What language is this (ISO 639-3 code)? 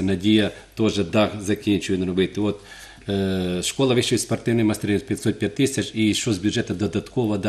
ukr